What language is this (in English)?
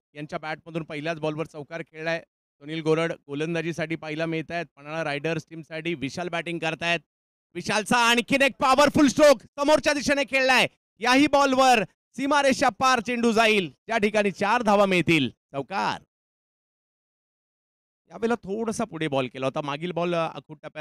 Marathi